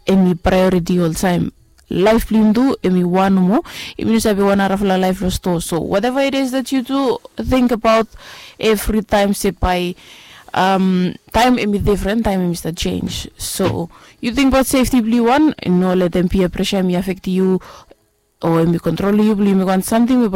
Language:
Bislama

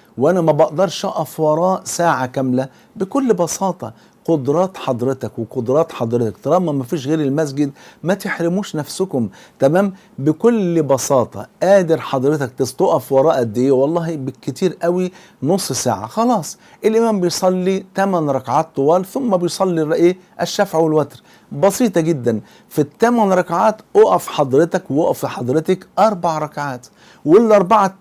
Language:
Egyptian Arabic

